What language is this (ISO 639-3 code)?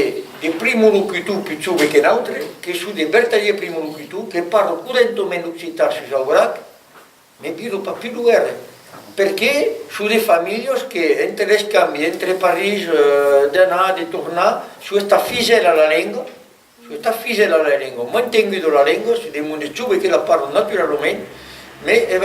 oci